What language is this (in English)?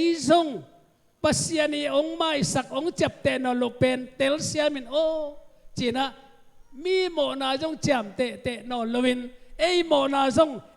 Tedim Chin